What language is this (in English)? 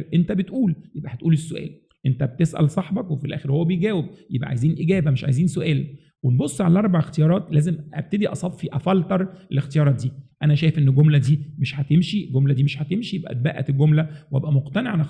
Egyptian Arabic